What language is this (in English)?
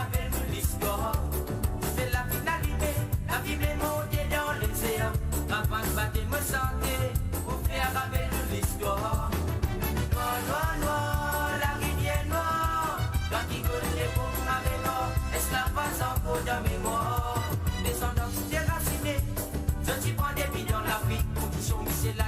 Morisyen